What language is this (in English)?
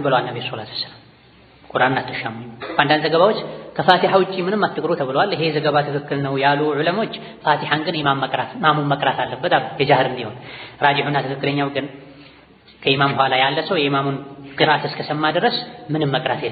Amharic